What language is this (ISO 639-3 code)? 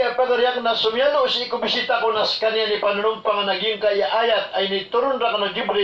mrw